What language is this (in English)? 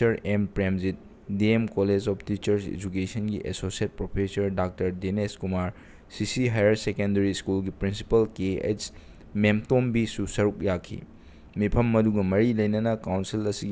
Manipuri